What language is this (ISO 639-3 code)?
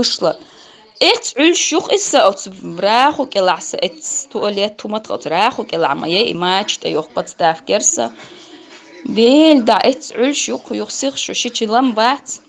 che